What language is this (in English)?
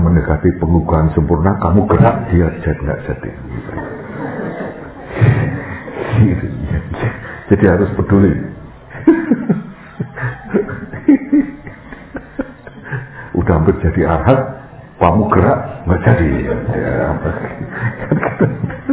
Indonesian